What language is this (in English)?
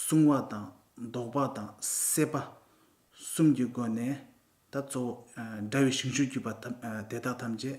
Tibetan